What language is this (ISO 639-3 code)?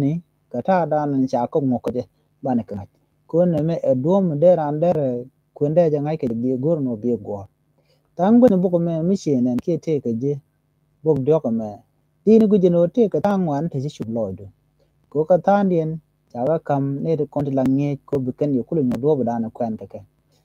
nus